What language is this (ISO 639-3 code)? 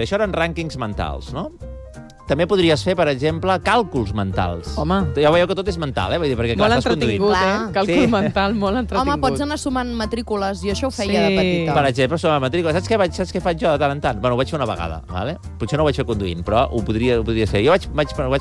cat